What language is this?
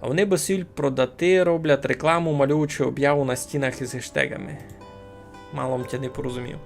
Rusyn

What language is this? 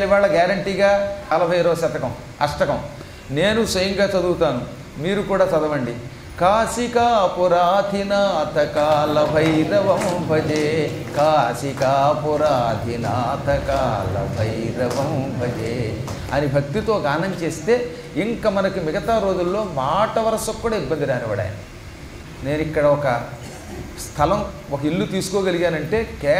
Telugu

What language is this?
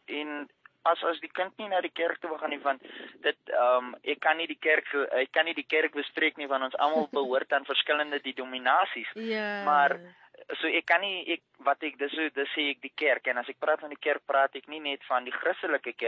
Afrikaans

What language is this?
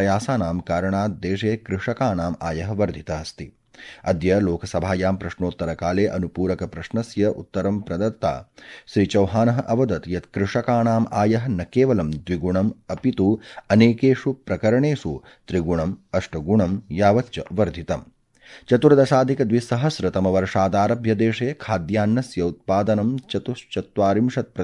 Sanskrit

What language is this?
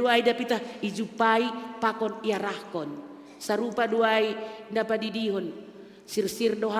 Batak Simalungun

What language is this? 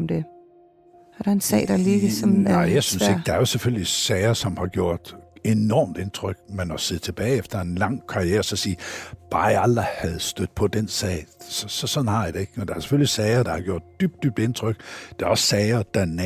Danish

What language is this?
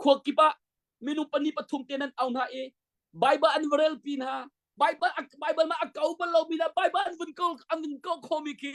Hakha Chin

